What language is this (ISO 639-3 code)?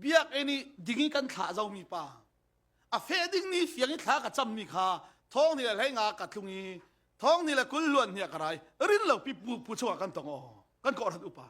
cfm